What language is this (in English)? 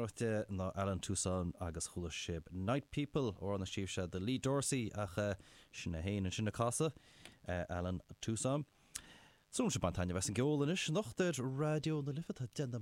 Irish